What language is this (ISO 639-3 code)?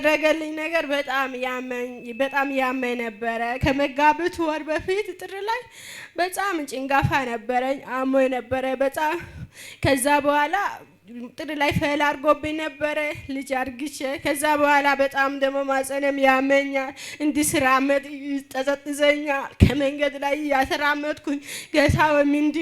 amh